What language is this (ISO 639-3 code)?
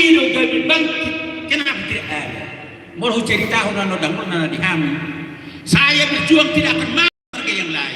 bbc